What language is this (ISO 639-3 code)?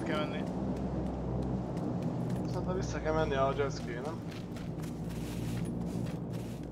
hun